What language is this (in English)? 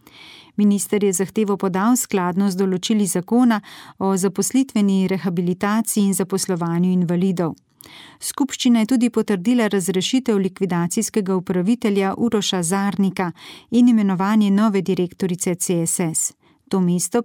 Slovenian